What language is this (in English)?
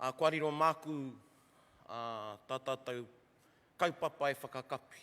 Māori